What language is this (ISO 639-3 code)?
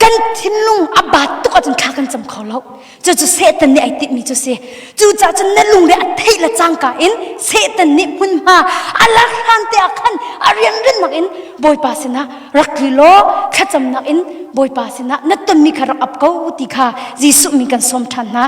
cnh